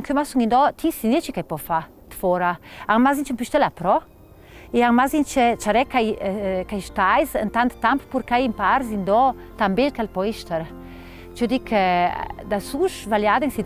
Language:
Ladin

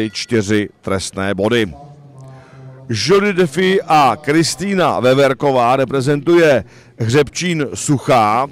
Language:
Czech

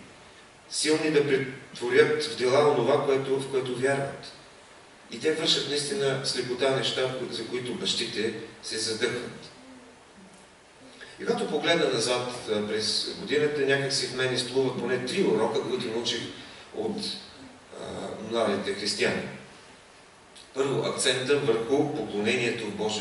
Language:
Bulgarian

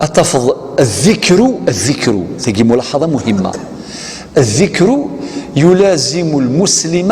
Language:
Kabyle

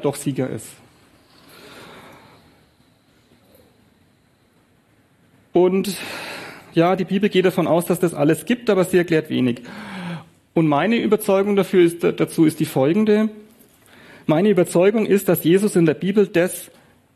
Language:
German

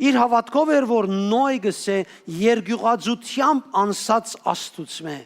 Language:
Western Armenian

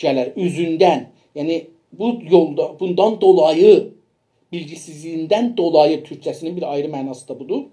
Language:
South Azerbaijani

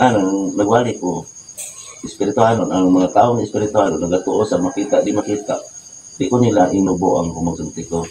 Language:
Cebuano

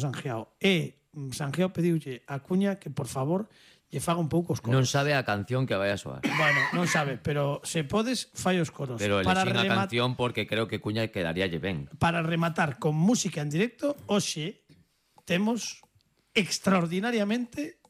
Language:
Galician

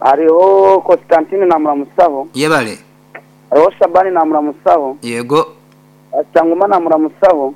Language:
Nyankole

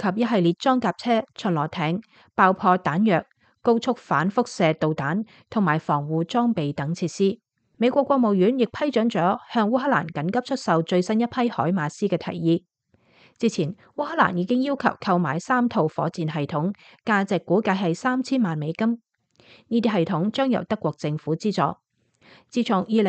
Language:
Cantonese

